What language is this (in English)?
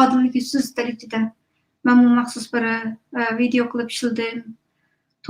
Uyghur